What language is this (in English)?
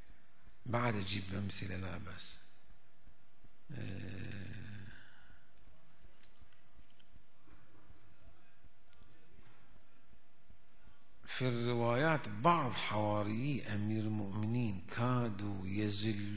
Arabic